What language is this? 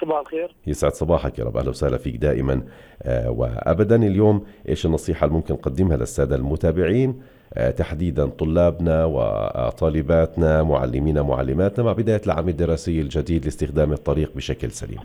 North Levantine Arabic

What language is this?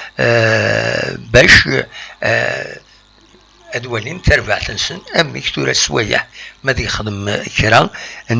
Kabyle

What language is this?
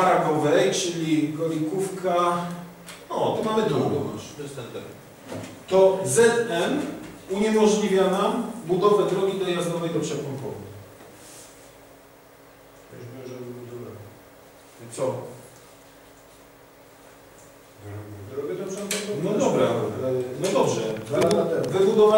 Polish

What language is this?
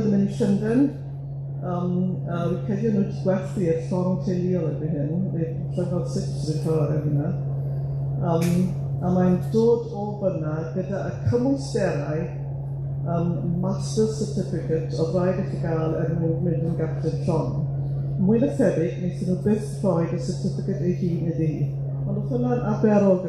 Welsh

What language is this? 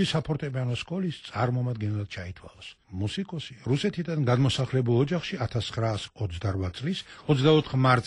Georgian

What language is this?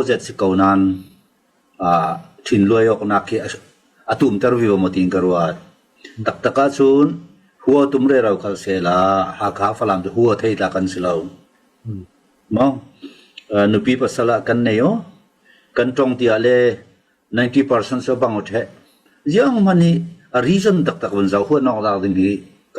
Hakha Chin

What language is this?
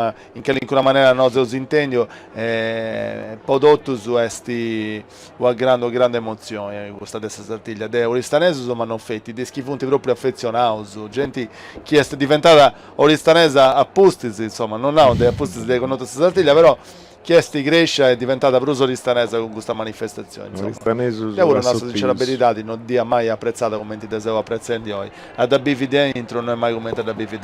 Sardinian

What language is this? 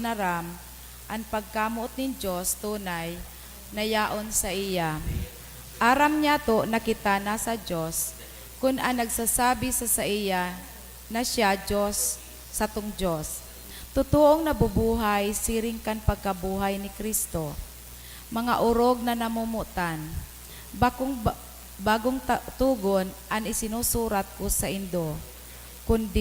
Bikol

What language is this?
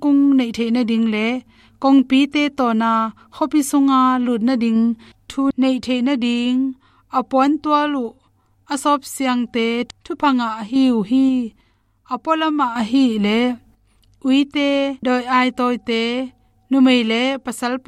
Tedim Chin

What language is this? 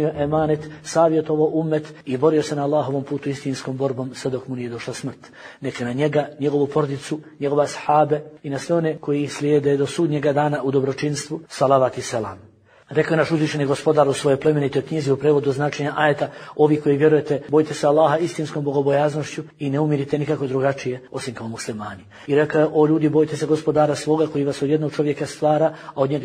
Bosnian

